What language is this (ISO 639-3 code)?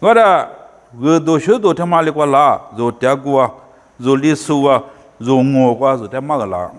lis